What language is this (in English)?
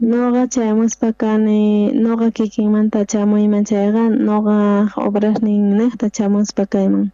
South Bolivian Quechua